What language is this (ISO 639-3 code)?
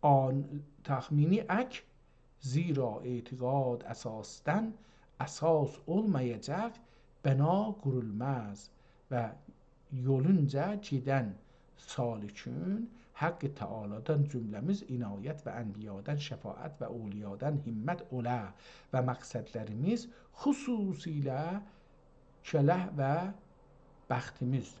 azb